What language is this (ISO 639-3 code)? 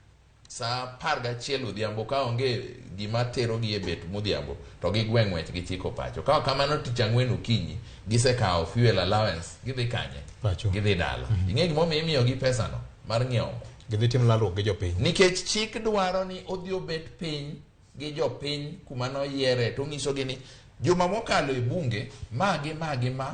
luo